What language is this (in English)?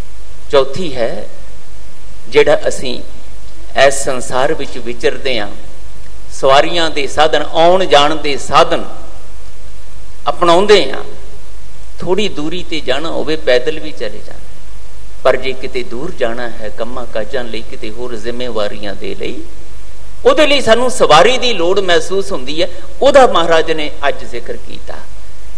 Punjabi